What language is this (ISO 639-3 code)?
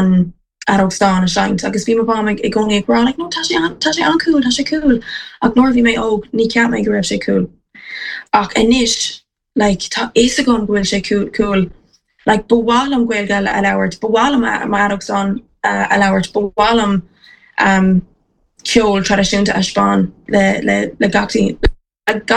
gle